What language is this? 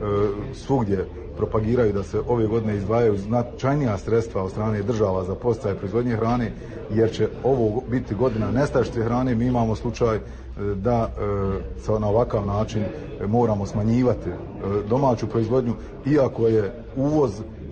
Croatian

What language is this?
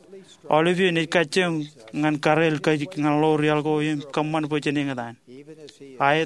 Marshallese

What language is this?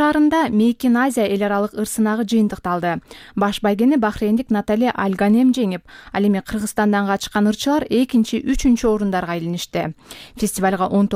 Kyrgyz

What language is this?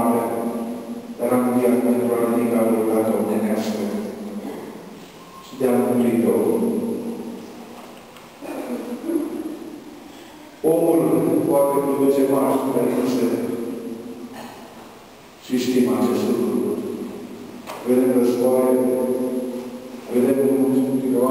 Romanian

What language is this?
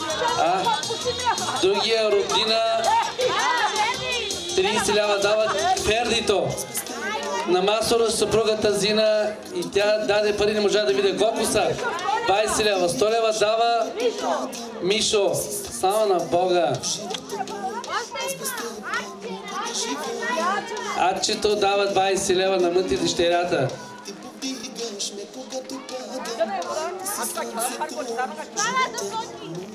Bulgarian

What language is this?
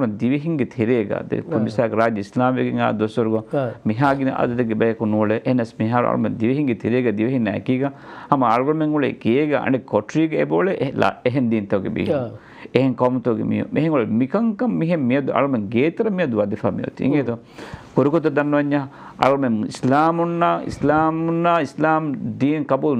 Divehi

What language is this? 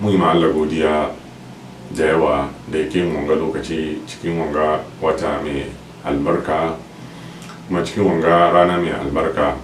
Hausa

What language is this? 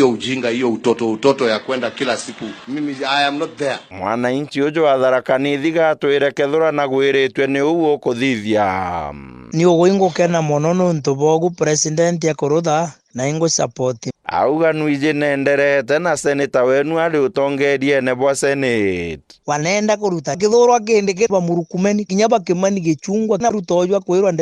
Meru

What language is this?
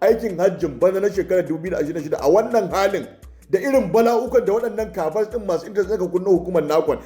Hausa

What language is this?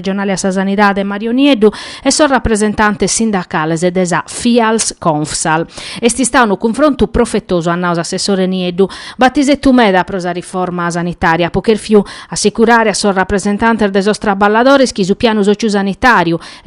Sardinian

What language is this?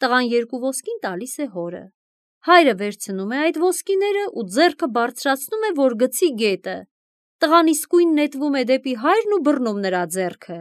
Armenian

